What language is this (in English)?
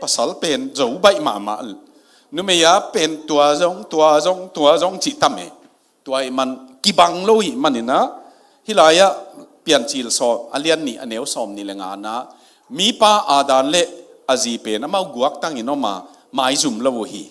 Tedim Chin